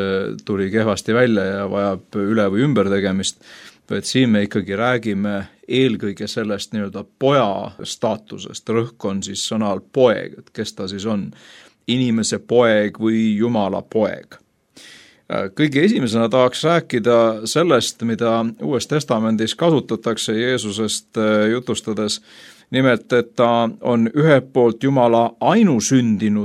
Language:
Estonian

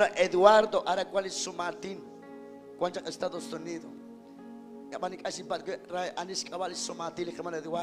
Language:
Kekchí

